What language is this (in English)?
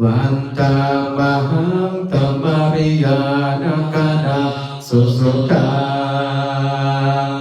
Pali